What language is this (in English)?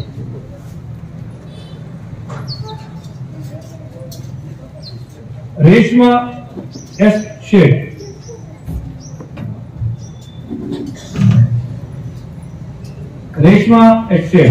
Kannada